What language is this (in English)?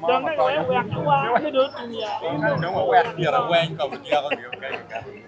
Acoli